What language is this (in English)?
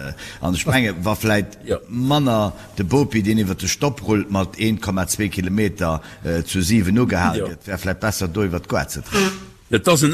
Luxembourgish